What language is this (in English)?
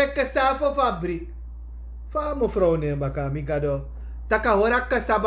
Sranan Tongo